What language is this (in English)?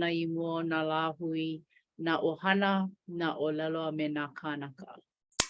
Hawaiian